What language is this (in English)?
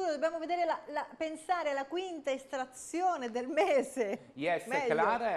Italian